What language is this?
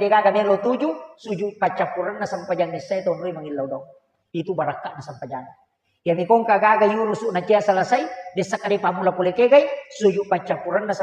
Buginese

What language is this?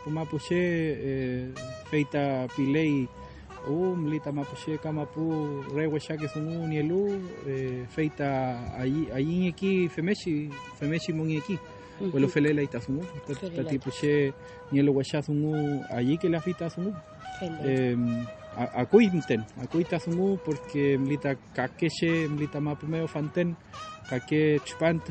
Mapuche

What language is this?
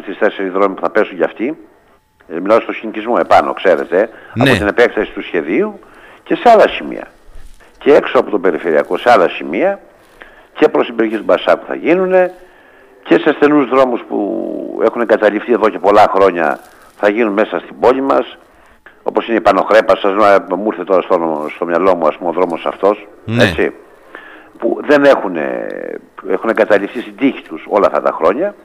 Greek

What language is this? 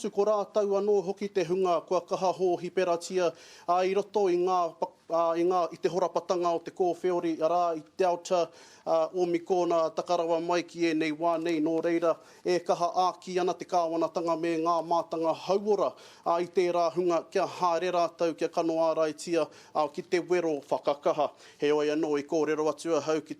Māori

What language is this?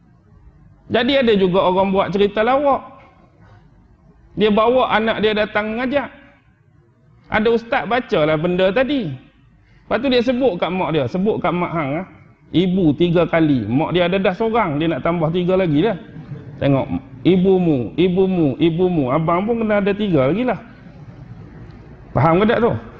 Malay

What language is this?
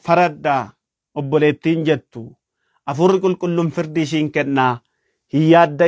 Oromo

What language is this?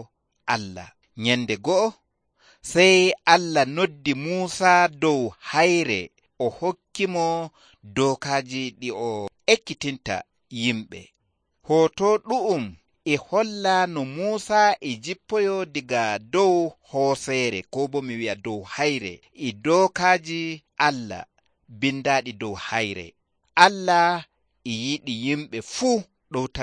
Nigerian Fulfulde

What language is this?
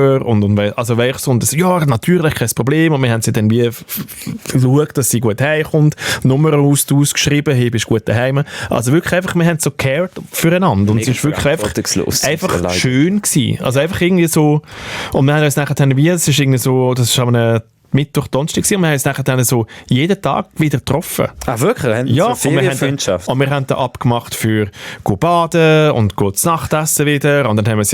Swiss German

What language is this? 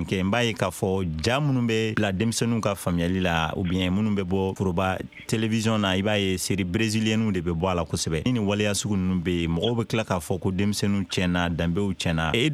Bambara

